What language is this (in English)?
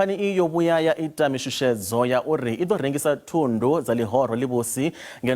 Venda